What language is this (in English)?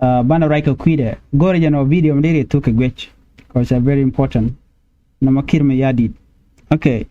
Nuer